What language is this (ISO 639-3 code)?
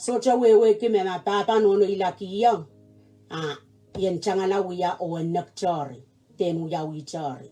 pon